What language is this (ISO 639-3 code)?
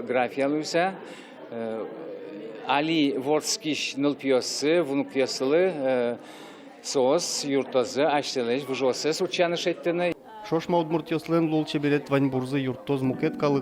udm